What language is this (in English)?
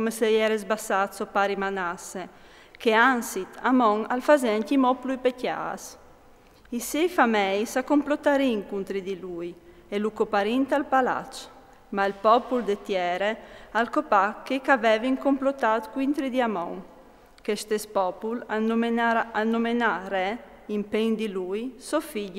Friulian